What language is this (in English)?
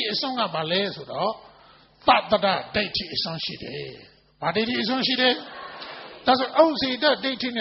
Burmese